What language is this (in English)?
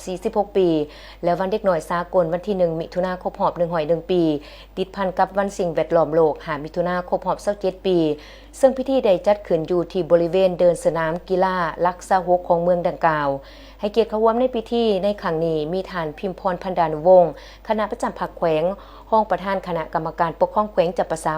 Lao